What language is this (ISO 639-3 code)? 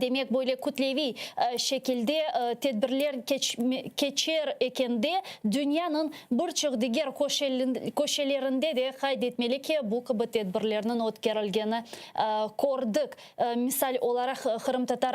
crh